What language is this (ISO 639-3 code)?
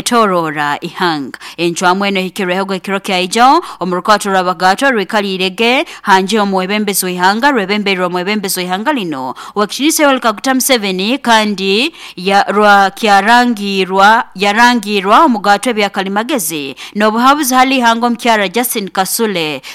nyo